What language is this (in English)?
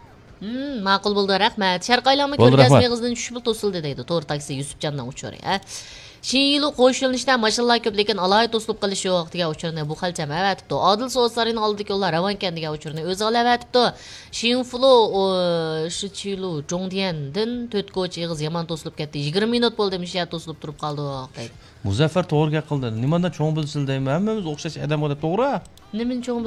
Uyghur